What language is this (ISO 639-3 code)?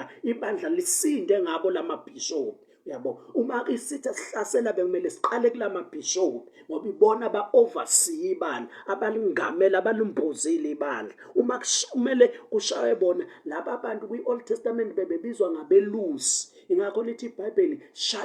zul